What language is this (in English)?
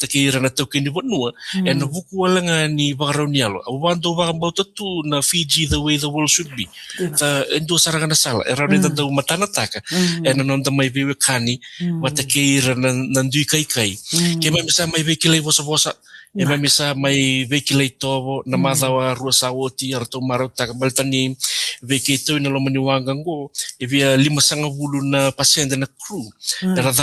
Fijian